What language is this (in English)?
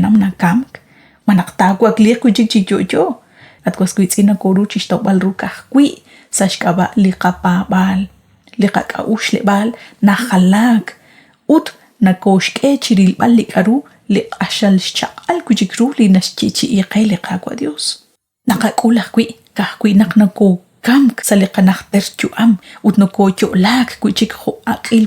Kekchí